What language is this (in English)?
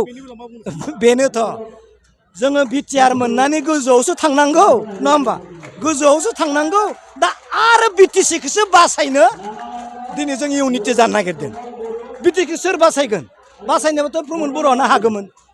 Bodo